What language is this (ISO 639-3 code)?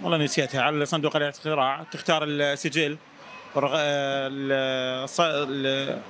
acm